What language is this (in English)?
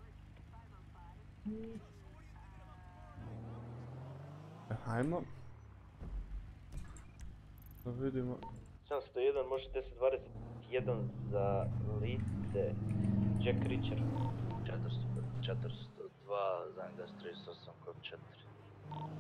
Croatian